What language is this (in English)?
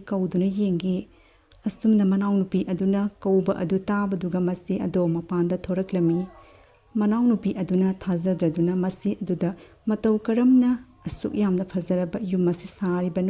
Manipuri